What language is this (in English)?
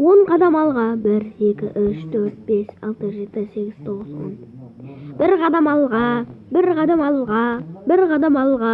Kazakh